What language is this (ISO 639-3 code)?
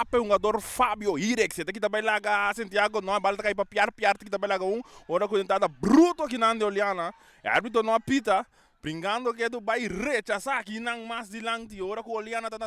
pap